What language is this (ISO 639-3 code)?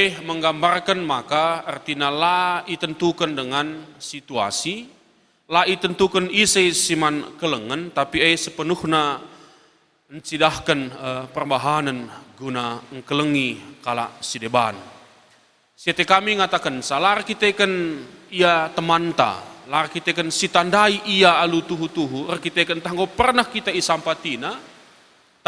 btx